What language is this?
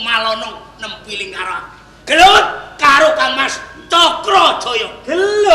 Javanese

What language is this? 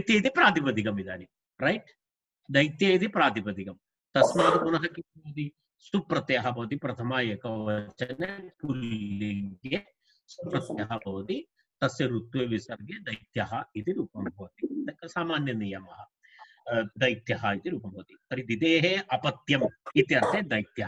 Sanskrit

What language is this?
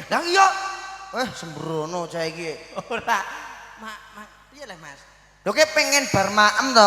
Javanese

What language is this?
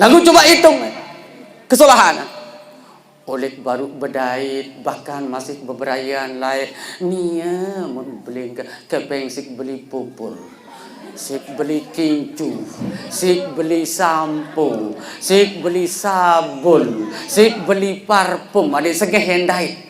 Sasak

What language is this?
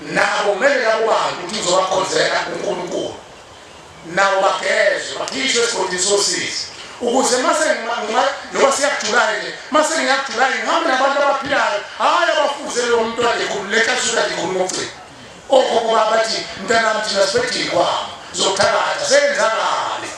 Zulu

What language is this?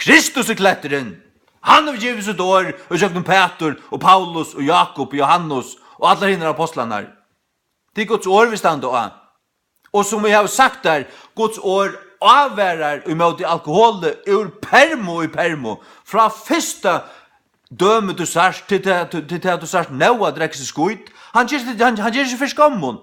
Faroese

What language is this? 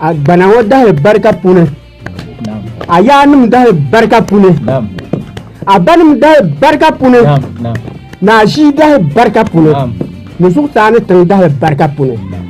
Dagbani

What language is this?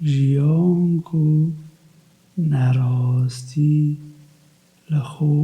Kurdish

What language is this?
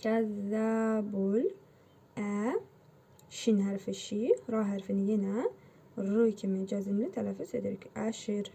Azerbaijani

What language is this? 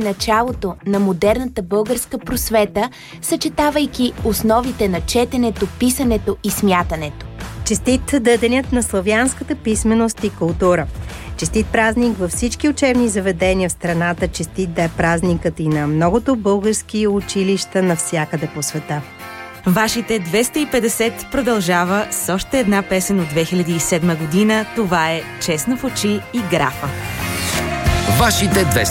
Bulgarian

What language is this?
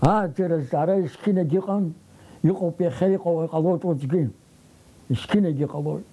Abkhazian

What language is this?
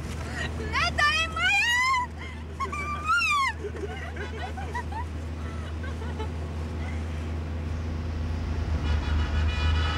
Czech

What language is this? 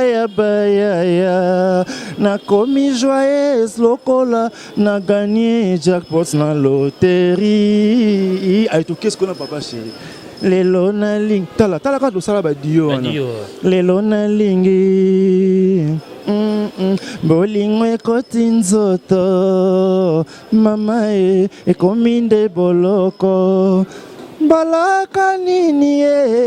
Lingala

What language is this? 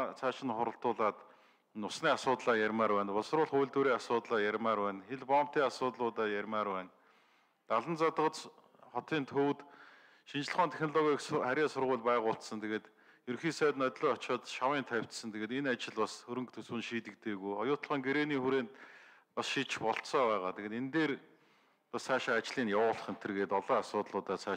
Mongolian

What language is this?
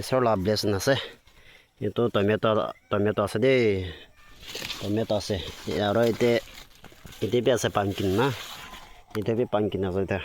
Naga Pidgin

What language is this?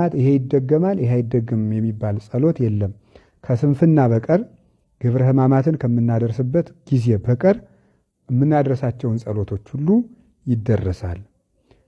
Amharic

